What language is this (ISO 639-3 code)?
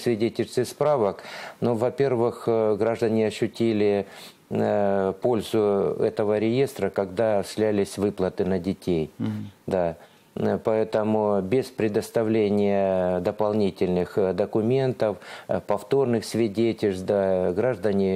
rus